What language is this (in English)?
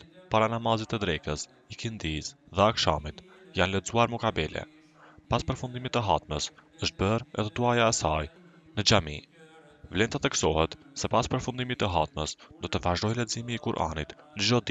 Albanian